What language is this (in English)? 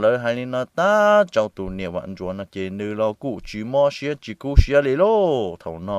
Hmong